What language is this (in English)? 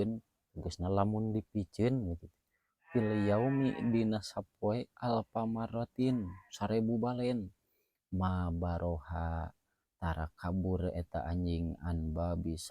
Sundanese